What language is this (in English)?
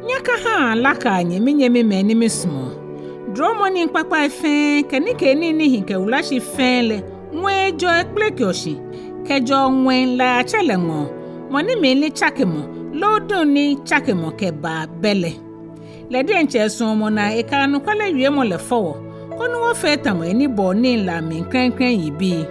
Ga